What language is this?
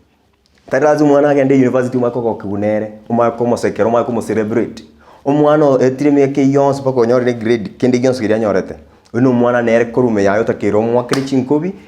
Gusii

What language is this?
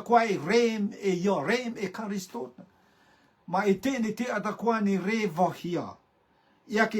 Rotuman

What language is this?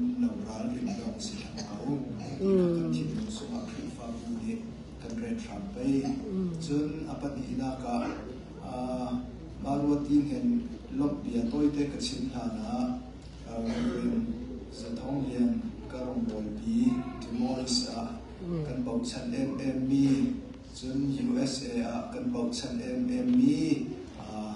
Hakha Chin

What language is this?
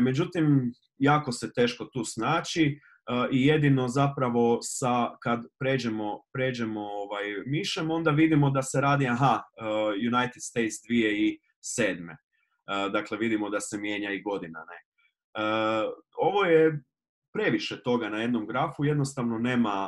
Croatian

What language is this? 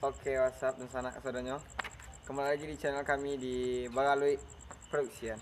Minangkabau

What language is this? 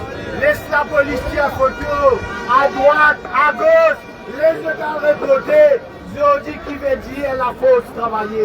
Morisyen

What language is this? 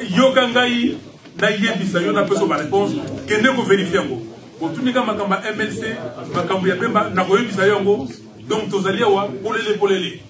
Lingala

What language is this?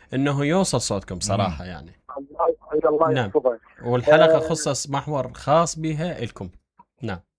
Mesopotamian Arabic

